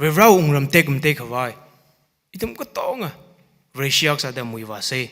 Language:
Tangkhul Naga (India)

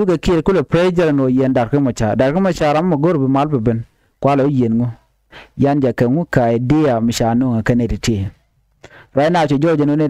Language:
Nuer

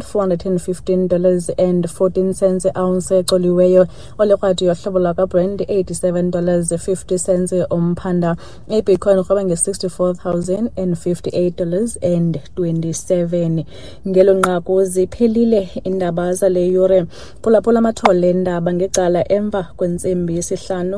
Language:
Xhosa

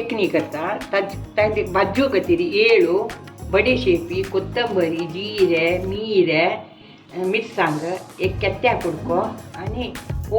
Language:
Konkani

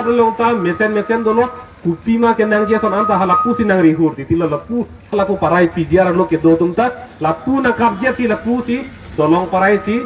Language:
Karbi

